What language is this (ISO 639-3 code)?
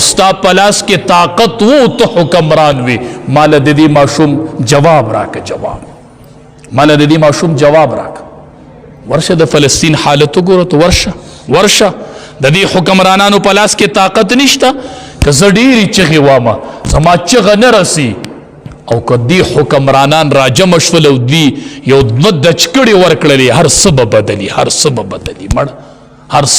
pus